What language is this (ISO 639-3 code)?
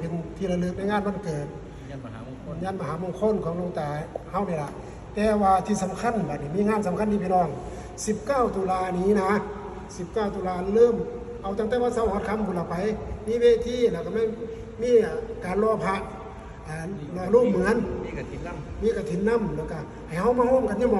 tts